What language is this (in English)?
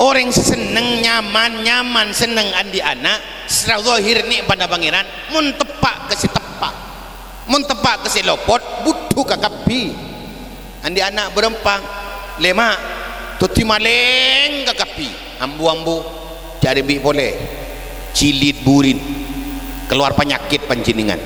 Madurese